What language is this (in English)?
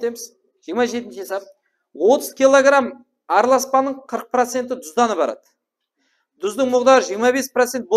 Kara-Kalpak